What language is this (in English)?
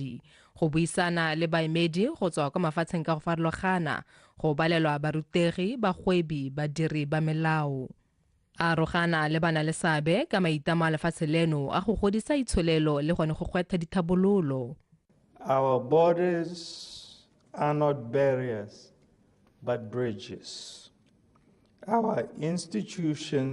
Tswana